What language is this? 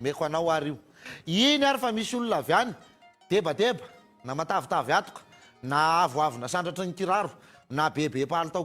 Malagasy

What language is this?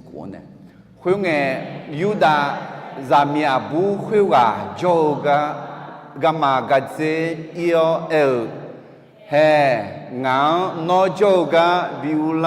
Akha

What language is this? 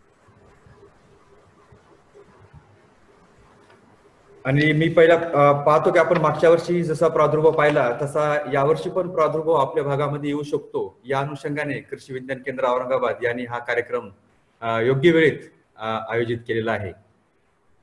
Marathi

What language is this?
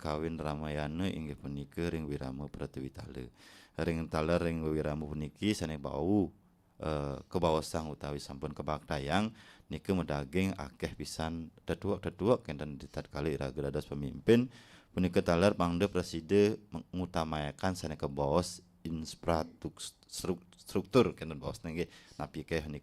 Balinese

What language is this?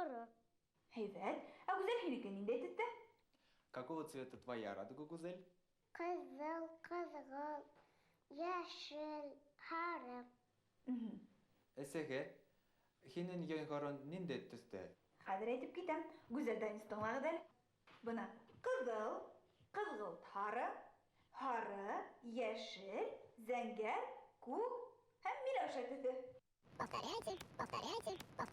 Bashkir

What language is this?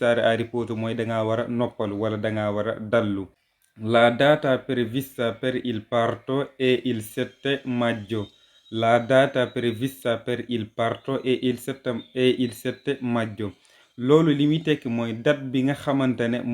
Wolof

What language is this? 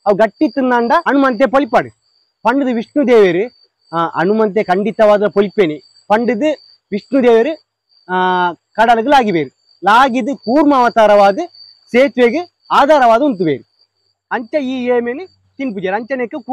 Tulu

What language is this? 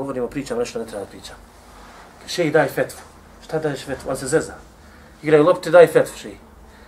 Bosnian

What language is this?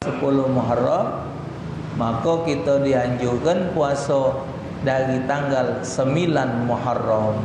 Musi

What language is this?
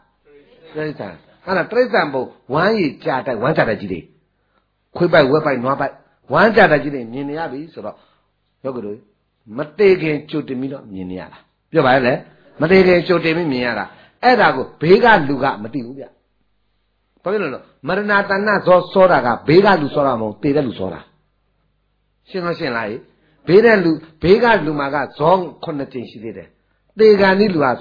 Burmese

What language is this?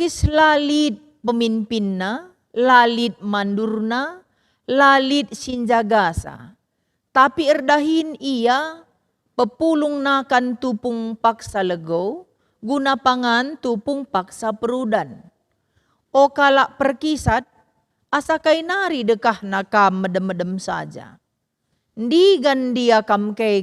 Batak Karo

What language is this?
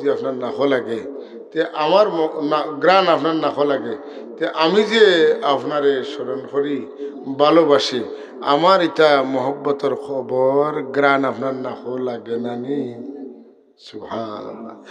Sylheti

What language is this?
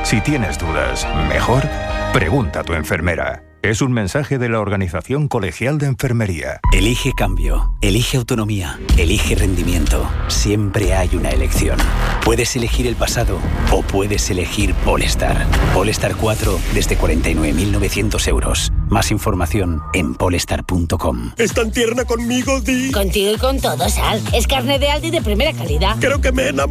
Spanish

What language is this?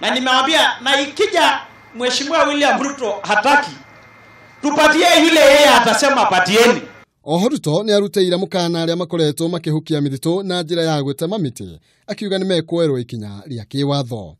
Kikuyu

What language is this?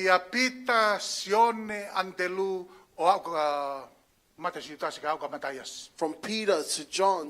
Tongan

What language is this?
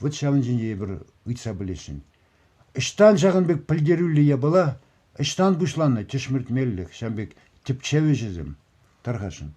Chuvash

